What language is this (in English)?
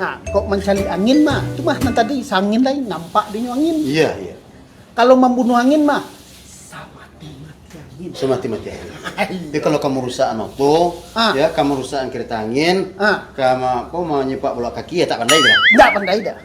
Minangkabau